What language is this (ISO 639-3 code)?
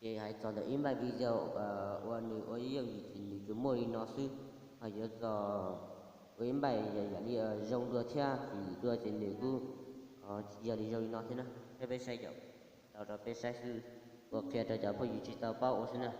hmn